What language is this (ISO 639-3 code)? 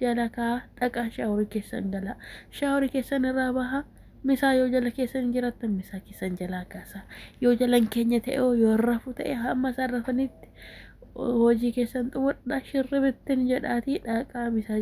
orm